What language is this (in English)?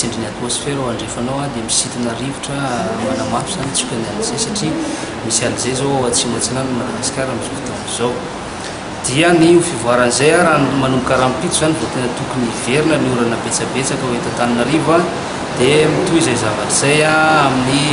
Malagasy